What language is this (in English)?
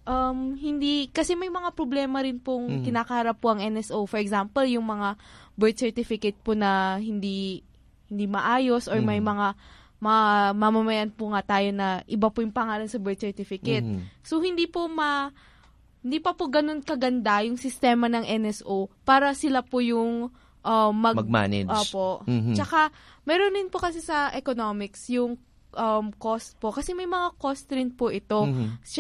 Filipino